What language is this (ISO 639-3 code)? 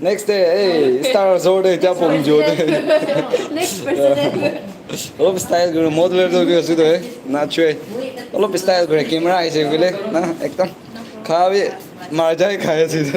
nag